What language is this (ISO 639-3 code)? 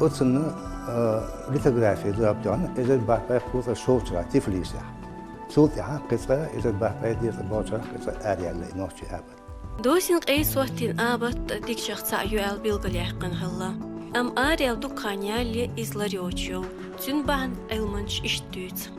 che